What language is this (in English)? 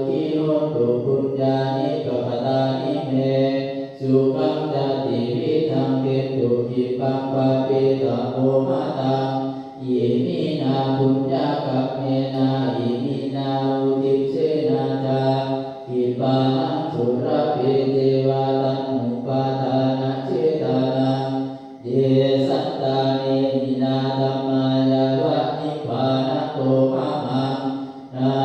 Pali